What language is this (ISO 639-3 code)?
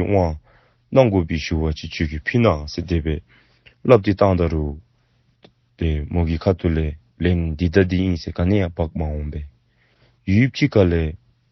dzo